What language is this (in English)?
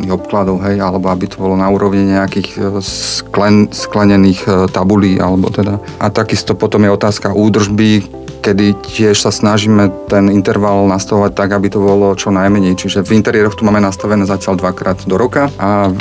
Slovak